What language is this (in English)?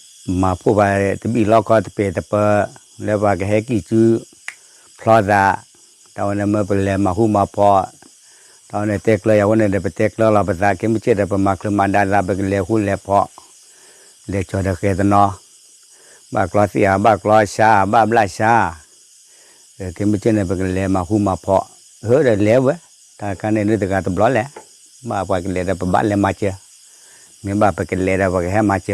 S'gaw Karen